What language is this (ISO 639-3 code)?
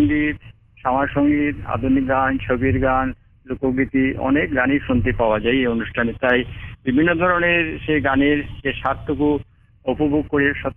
ben